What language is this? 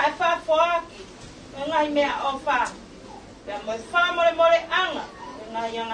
Tongan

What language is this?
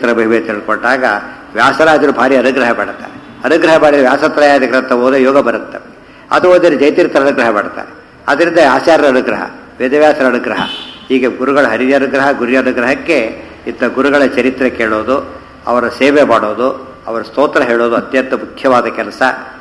Kannada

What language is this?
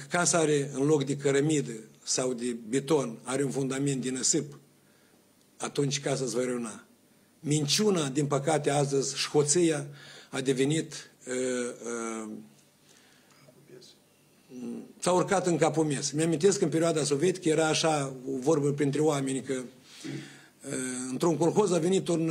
Romanian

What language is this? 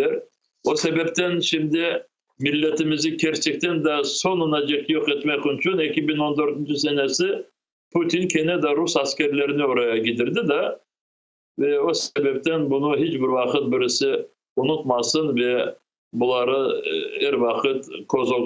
Crimean Tatar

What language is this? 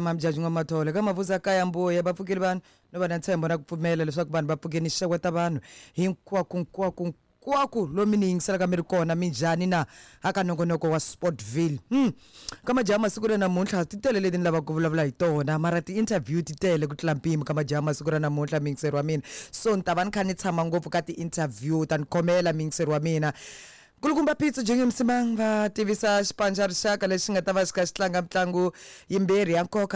Tsonga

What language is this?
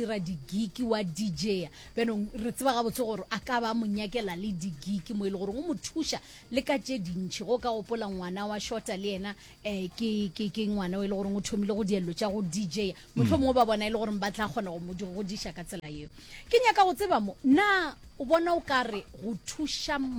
Northern Sotho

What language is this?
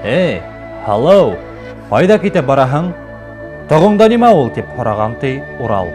Bashkir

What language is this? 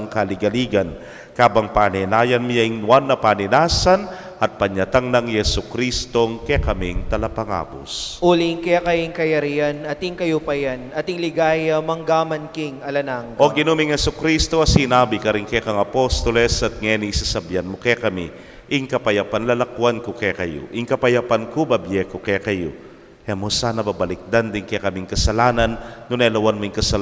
Pampanga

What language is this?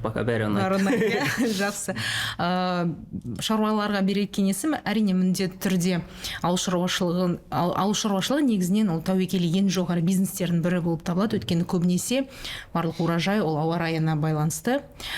Kazakh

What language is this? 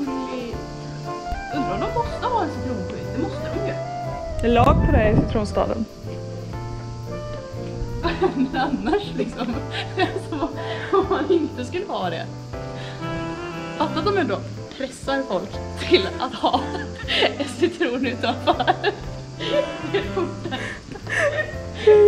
Swedish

